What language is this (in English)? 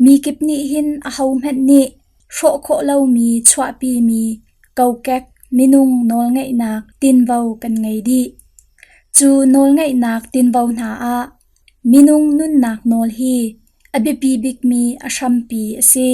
Hakha Chin